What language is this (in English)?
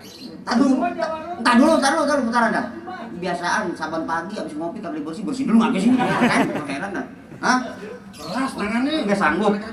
Betawi